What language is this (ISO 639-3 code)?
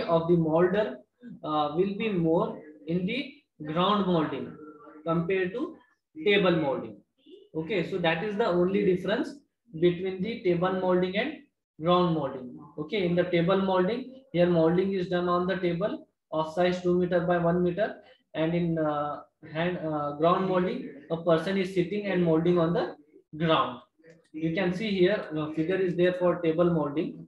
eng